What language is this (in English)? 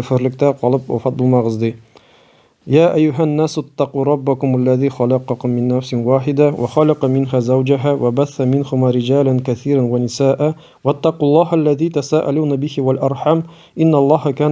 Tatar